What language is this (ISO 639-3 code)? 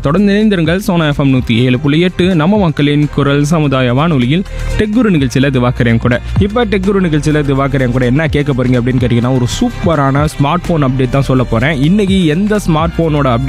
tam